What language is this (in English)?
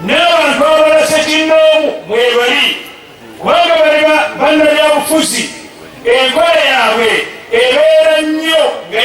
Ganda